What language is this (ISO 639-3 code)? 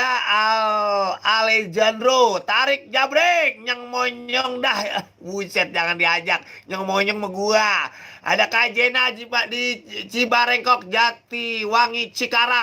bew